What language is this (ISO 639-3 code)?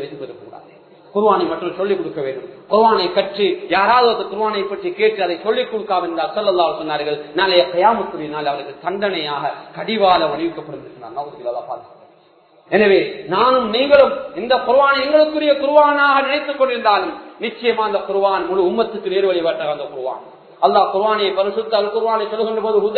tam